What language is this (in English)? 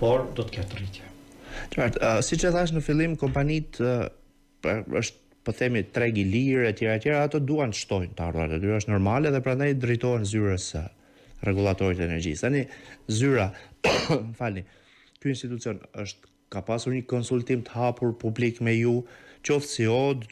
Albanian